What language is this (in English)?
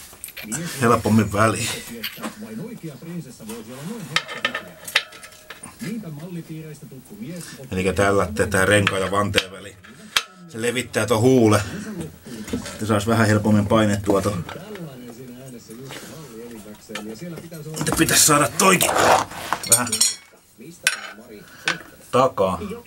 Finnish